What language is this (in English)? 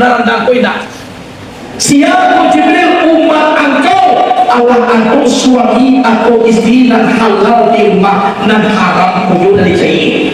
Minangkabau